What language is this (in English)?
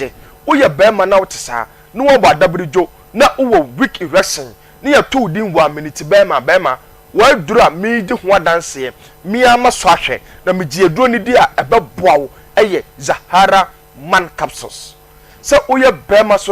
Akan